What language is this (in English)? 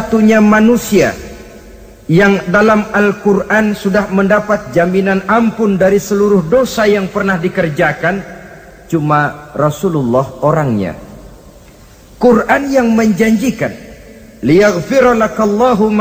Indonesian